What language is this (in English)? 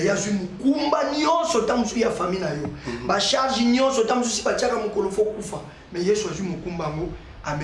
Lingala